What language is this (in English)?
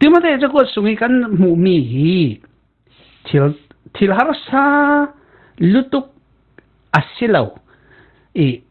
Falam Chin